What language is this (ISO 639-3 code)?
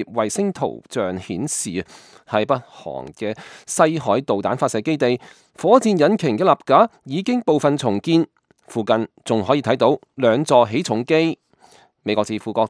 yue